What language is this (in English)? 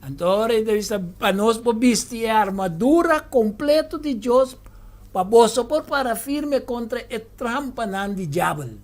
Papiamento